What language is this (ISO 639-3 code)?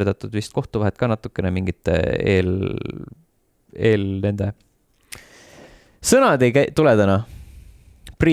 est